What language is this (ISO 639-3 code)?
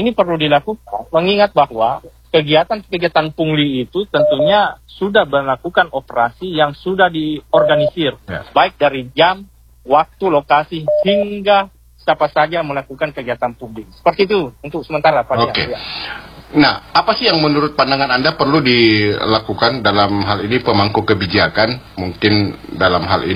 ind